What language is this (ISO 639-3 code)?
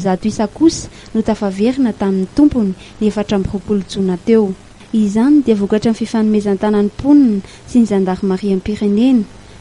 mlg